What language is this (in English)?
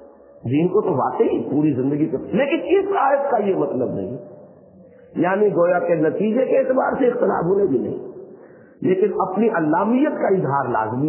Urdu